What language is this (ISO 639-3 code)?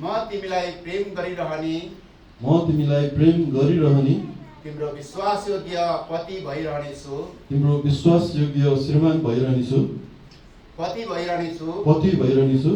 nep